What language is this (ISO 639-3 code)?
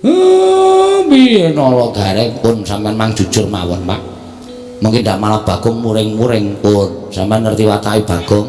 jav